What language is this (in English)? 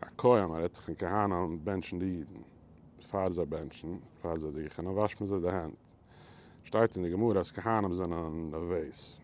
Yiddish